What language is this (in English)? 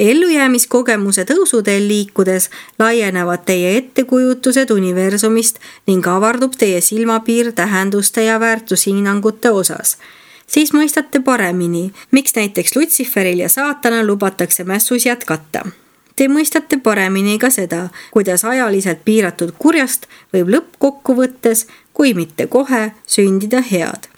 Estonian